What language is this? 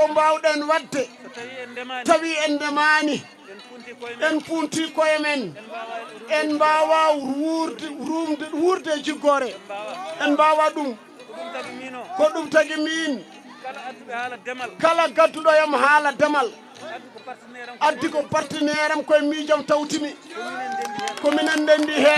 Fula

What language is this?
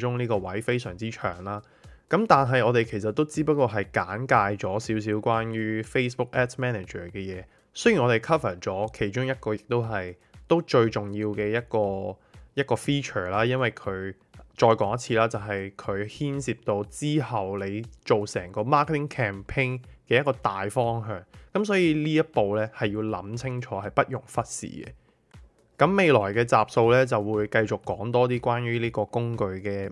Cantonese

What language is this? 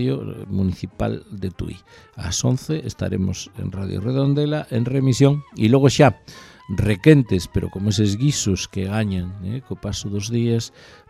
Galician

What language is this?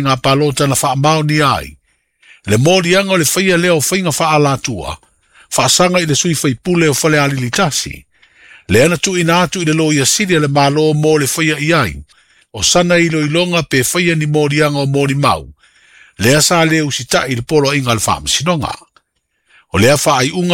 Samoan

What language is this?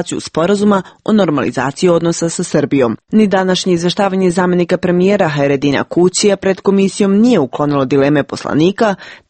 Serbian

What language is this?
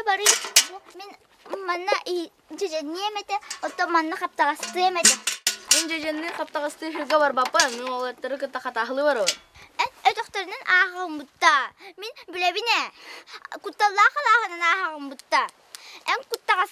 Yakut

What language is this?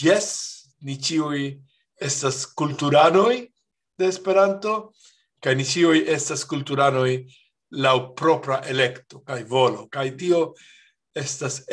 Esperanto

